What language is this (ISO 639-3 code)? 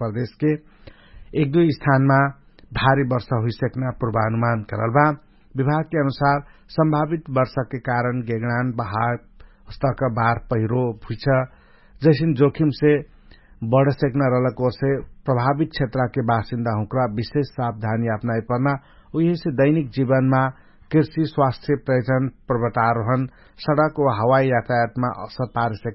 thl